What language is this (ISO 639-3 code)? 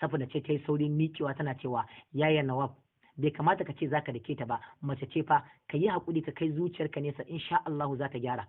hau